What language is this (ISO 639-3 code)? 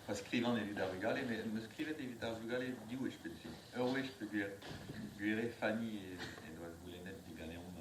bre